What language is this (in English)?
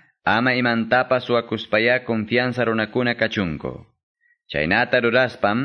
Quechua